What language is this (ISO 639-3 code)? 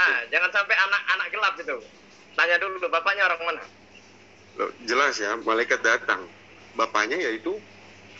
ind